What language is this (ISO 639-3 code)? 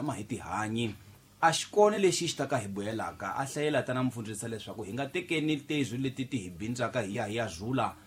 tso